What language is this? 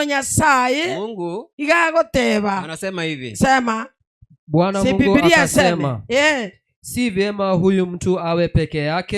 Gusii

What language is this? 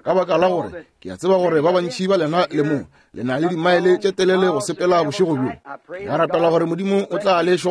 Northern Sotho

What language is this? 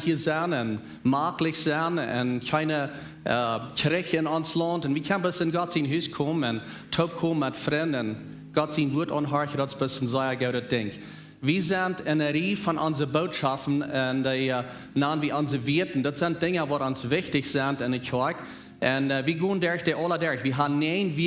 Plautdietsch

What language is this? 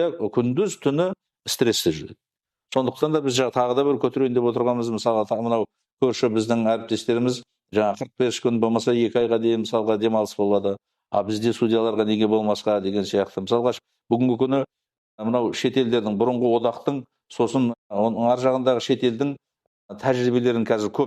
Kazakh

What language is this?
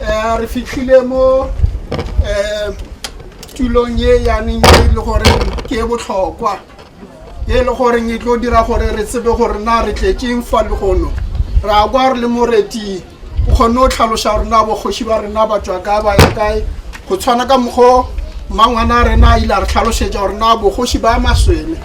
Tswana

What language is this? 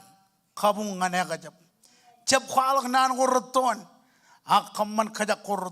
Marshallese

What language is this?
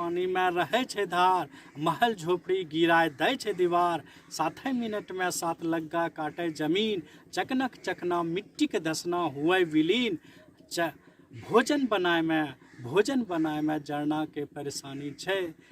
Angika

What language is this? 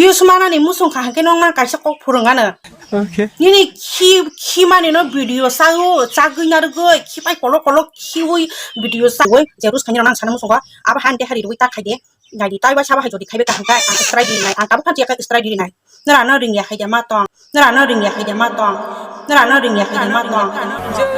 Kok Borok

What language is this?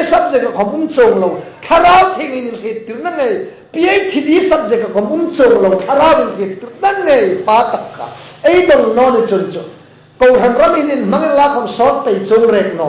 Hmar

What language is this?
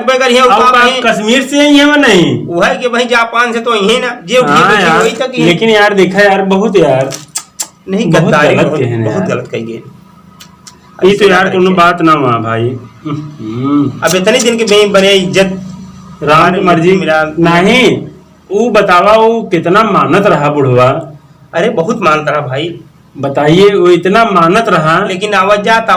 Awadhi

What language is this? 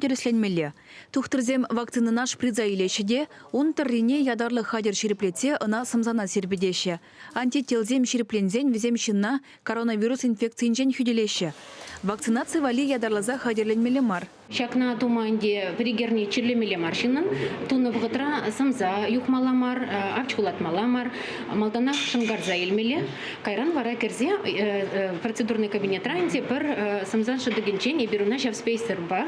Chuvash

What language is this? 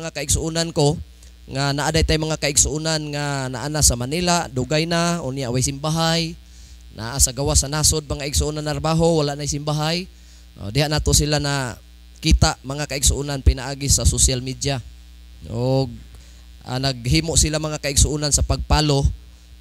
Cebuano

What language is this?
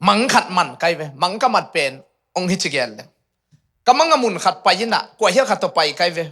Tedim Chin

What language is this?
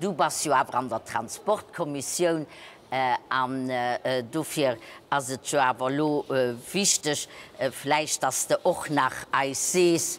Luxembourgish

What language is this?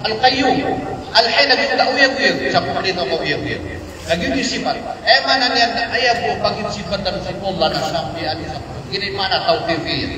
Maranao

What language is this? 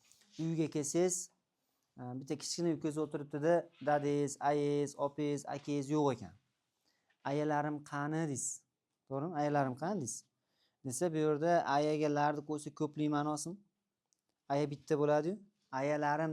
Uzbek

